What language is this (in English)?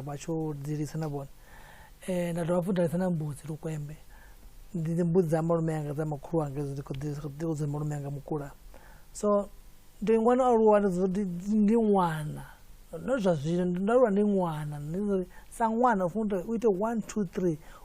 Venda